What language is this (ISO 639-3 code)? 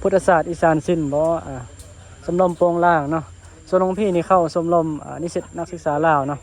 tts